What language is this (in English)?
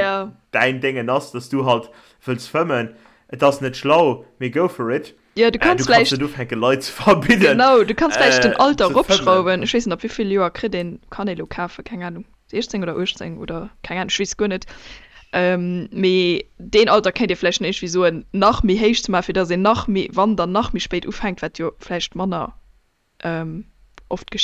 Luxembourgish